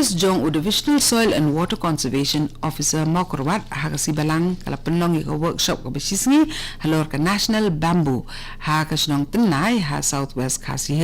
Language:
Khasi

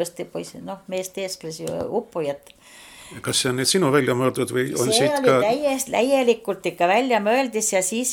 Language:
Estonian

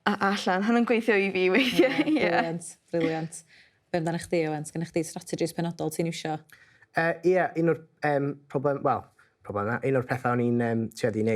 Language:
Welsh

